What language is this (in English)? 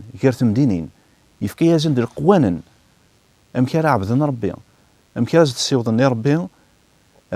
Kabyle